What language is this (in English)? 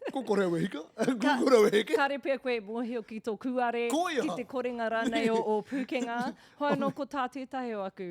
Māori